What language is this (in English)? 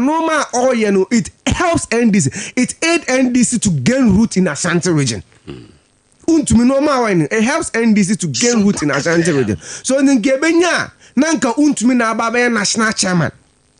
Akan